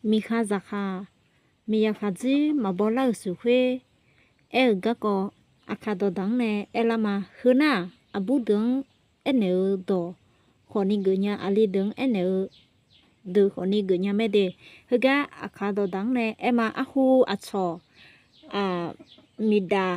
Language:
Akha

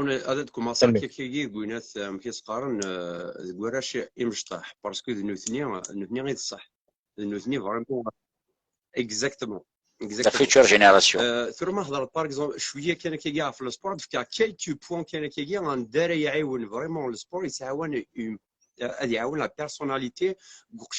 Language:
Kabyle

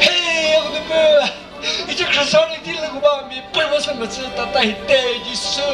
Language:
Chokri Naga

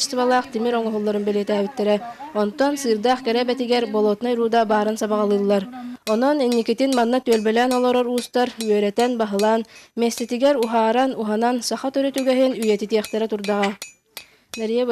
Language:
Yakut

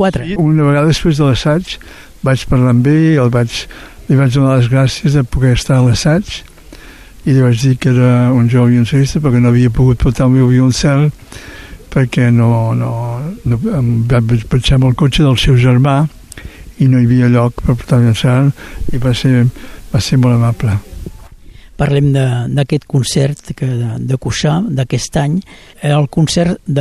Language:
Catalan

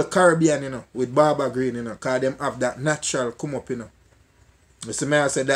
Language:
Jamaican Creole English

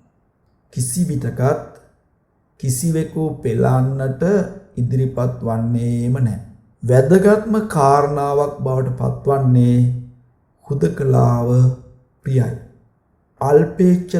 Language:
Sinhala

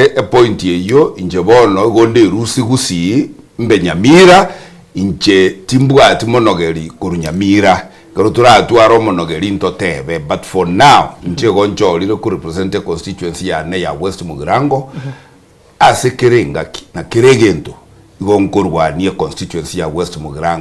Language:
Gusii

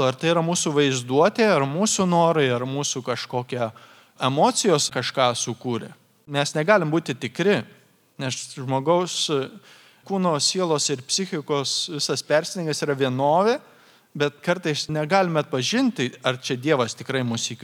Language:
Lithuanian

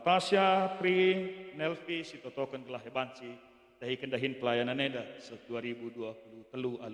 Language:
Batak Karo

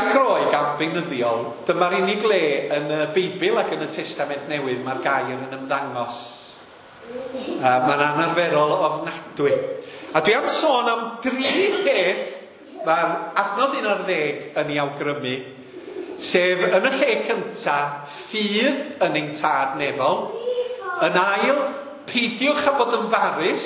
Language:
Welsh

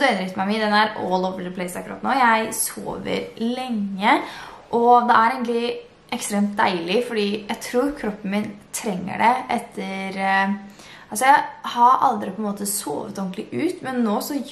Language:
Norwegian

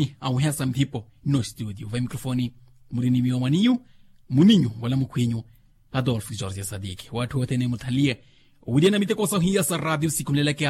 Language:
Makhuwa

